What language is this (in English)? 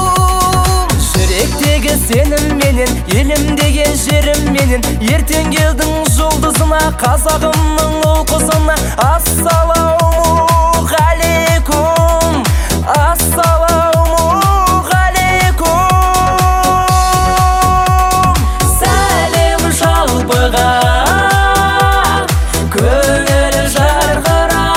Kazakh